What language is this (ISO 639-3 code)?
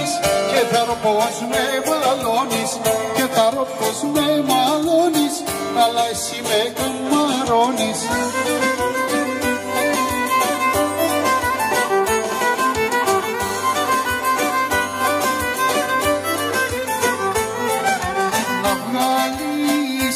ell